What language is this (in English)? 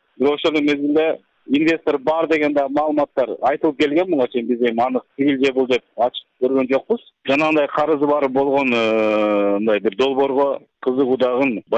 Kyrgyz